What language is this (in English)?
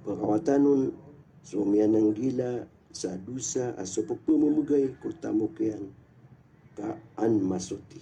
Maranao